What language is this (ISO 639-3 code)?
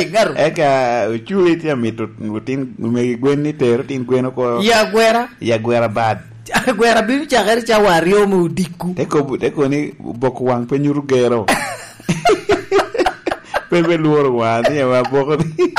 laj